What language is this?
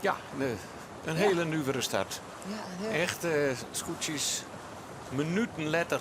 Western Frisian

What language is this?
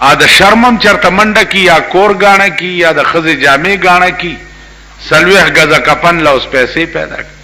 Pashto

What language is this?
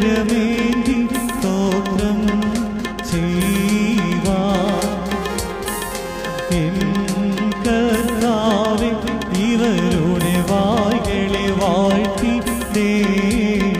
Malayalam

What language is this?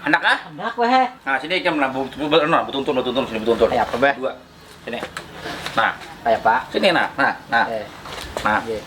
Banjar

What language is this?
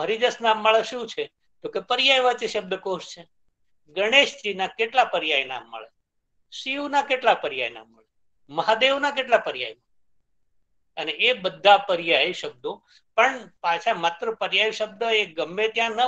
Gujarati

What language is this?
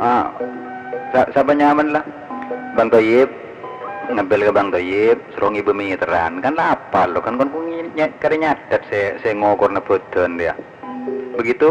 Madurese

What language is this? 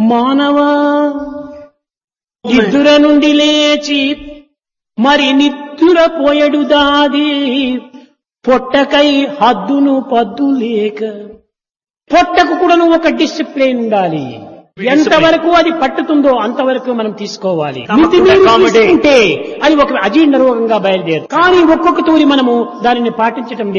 Telugu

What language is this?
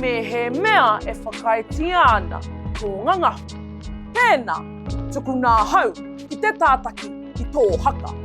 Māori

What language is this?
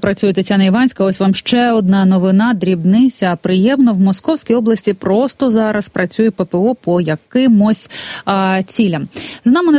Ukrainian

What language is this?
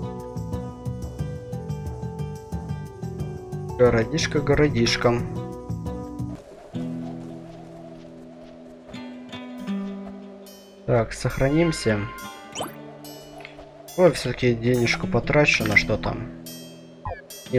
Russian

